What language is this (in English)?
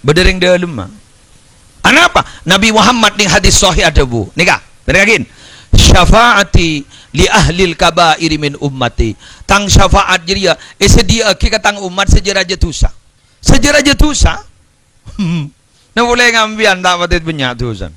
Madurese